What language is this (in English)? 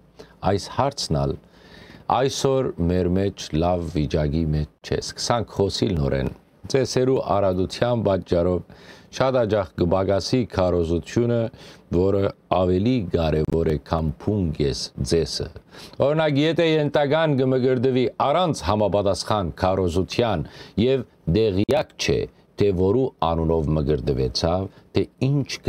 Western Armenian